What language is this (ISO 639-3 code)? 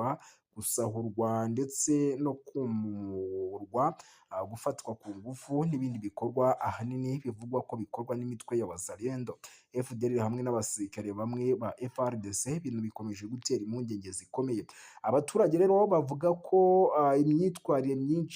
kin